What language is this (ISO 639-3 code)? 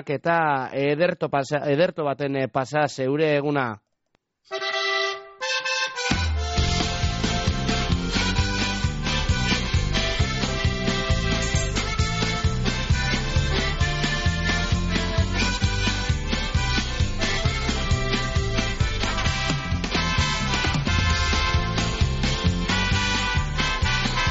eus